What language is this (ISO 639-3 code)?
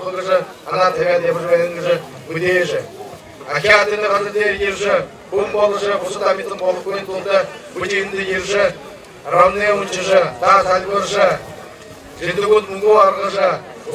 bua